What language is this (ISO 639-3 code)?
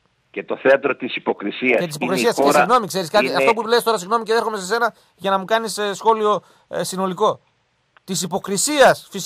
ell